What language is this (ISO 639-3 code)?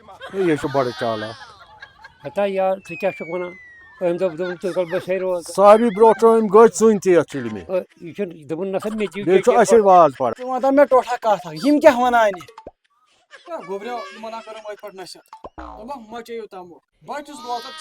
kas